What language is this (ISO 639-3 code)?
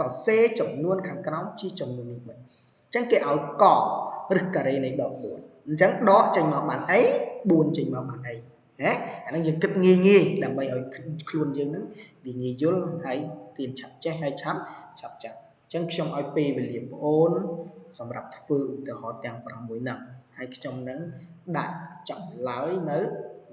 khm